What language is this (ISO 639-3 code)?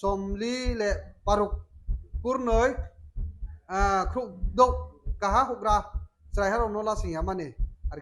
ria